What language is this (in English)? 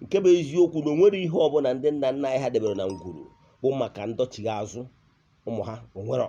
Igbo